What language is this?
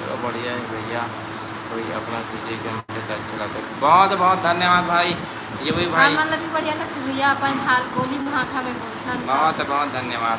Chhattisgarhi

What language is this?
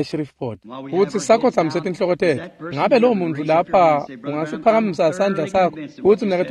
Swati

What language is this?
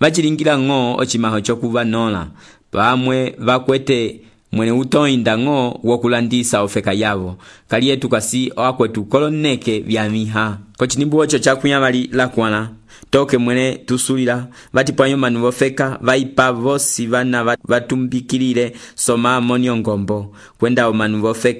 Umbundu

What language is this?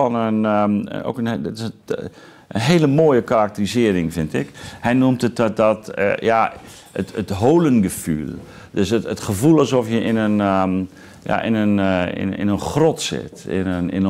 Dutch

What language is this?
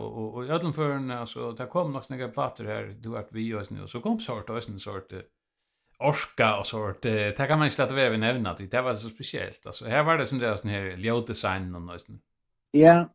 Faroese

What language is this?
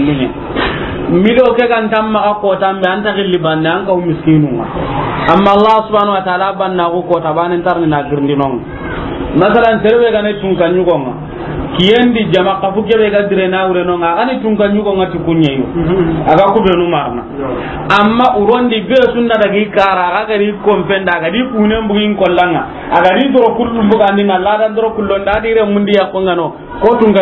Soninke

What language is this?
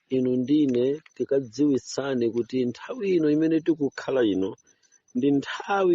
Nyanja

